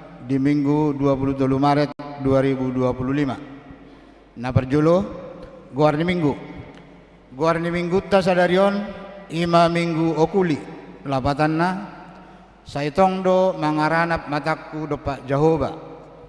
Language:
Batak Toba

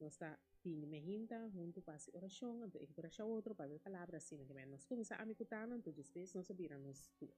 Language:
Papiamento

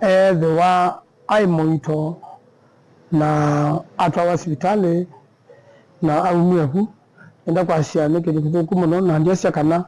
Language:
Kamba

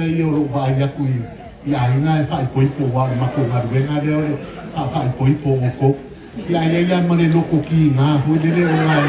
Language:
Samoan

